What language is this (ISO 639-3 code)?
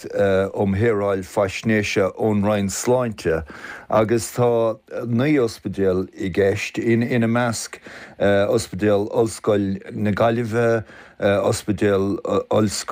gle